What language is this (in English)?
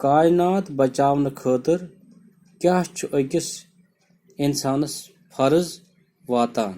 Kashmiri